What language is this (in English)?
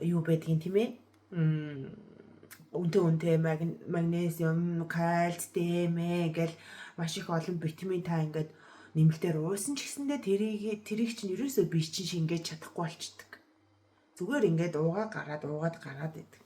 Mongolian